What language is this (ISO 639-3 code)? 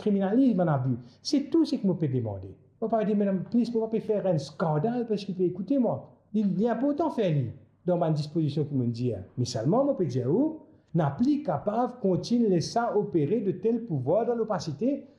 mfe